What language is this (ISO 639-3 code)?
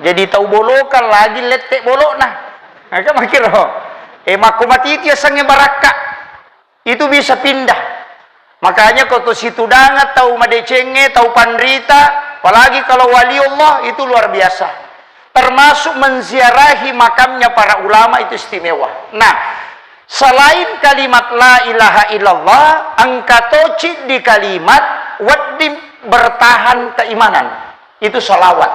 bug